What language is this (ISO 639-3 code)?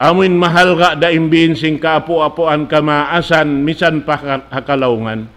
tsg